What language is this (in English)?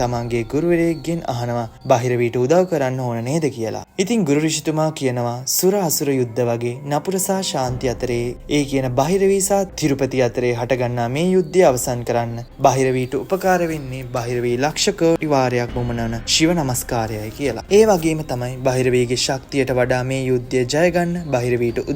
Sinhala